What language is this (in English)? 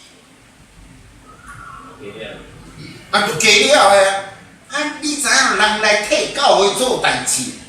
Min Nan Chinese